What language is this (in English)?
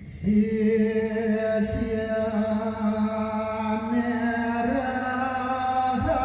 Balinese